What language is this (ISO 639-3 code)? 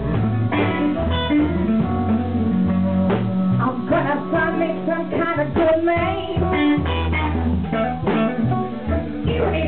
eng